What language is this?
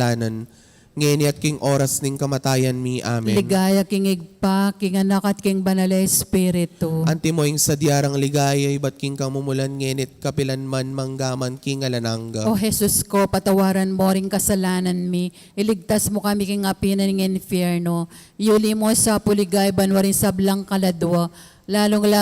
Pampanga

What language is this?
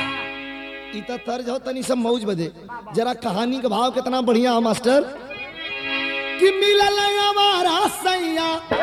Bhojpuri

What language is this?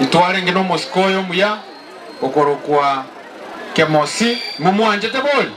Gusii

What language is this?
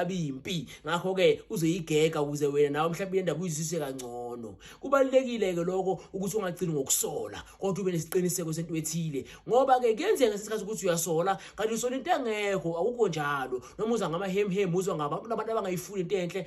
Zulu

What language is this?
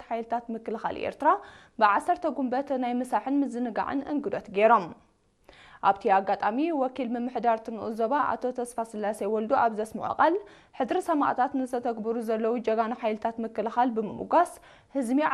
Tigrinya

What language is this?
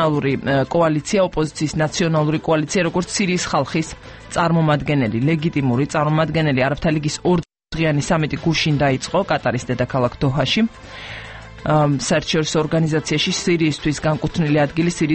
Georgian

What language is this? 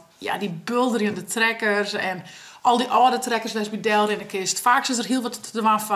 Western Frisian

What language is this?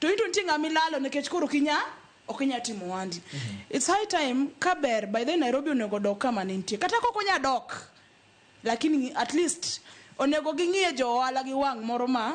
Luo (Kenya and Tanzania)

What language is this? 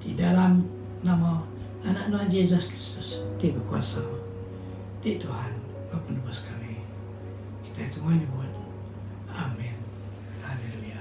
Iban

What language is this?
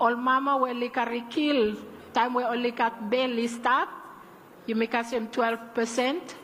Bislama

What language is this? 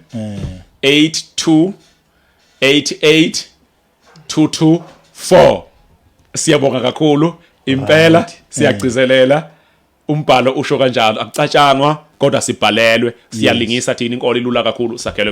Zulu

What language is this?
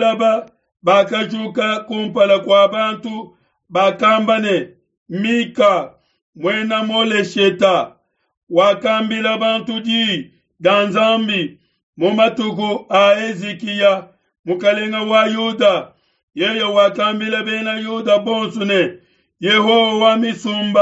Luba-Lulua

